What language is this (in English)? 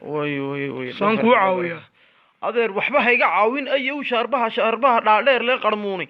Somali